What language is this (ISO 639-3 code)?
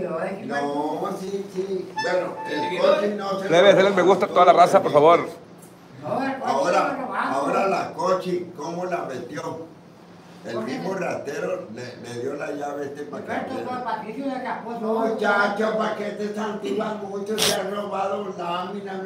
spa